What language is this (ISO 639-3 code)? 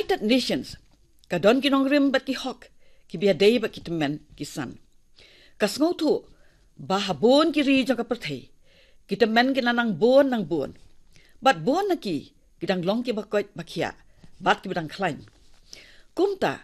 kha